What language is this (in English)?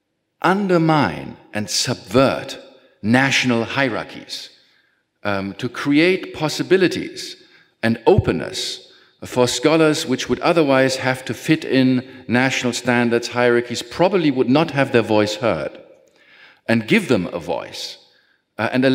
English